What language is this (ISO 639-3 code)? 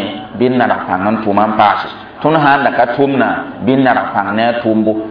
mos